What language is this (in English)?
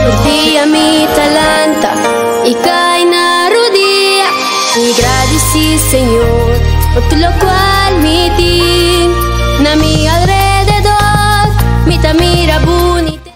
Papiamento